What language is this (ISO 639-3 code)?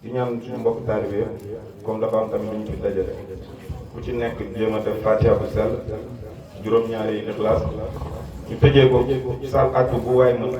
wol